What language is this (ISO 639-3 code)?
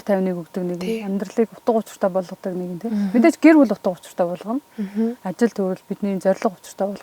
mon